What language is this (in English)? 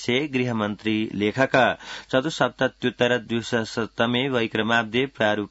Sanskrit